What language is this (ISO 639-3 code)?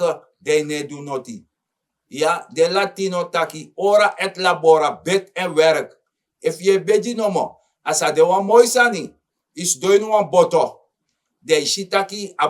srn